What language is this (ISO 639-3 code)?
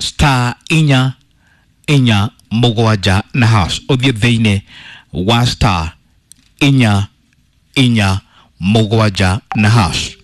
kik